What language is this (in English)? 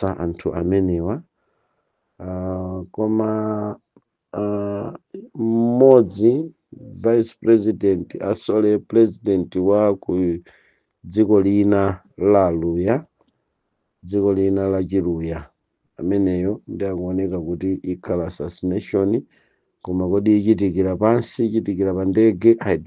Nyanja